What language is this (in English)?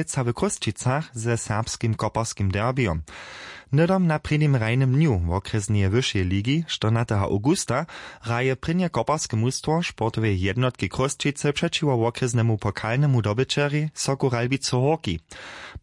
Upper Sorbian